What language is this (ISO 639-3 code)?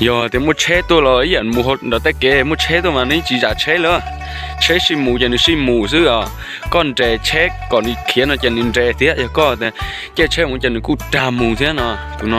hmn